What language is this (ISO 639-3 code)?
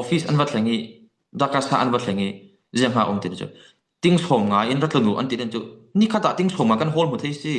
cfm